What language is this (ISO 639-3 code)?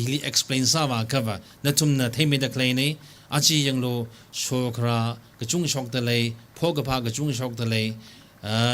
nmf